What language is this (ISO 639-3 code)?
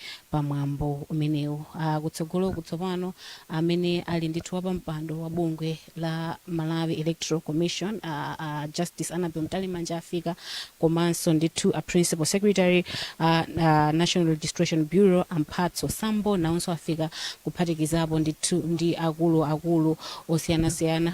nya